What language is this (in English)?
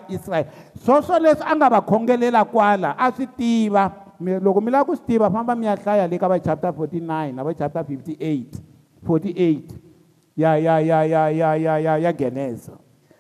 Tsonga